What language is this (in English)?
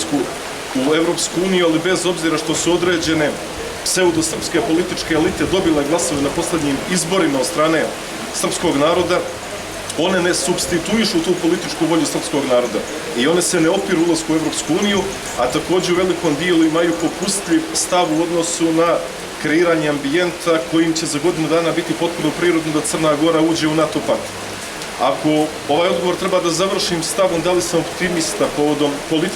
Serbian